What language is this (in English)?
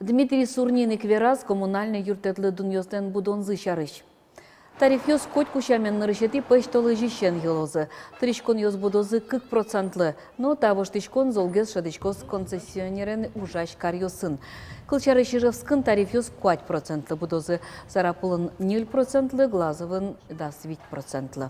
Udmurt